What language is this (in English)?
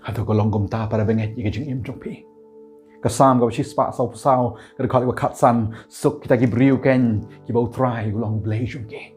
Khasi